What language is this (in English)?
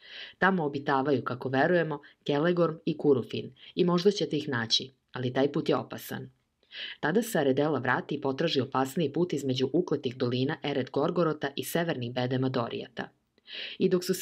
Serbian